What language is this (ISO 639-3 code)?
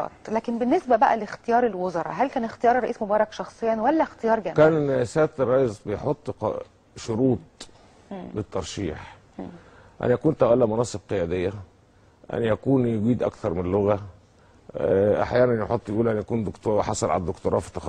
arz